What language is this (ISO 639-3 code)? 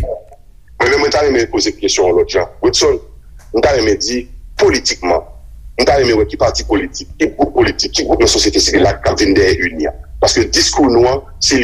hat